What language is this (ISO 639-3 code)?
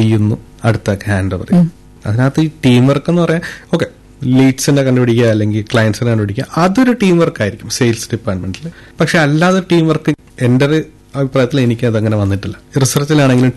mal